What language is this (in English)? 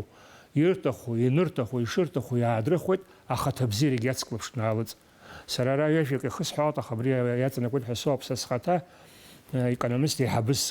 Abkhazian